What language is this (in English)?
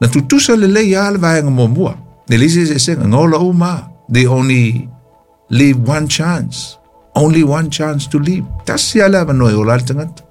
Samoan